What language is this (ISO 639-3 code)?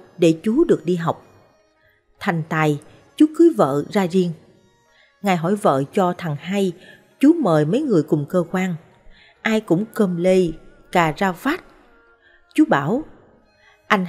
vie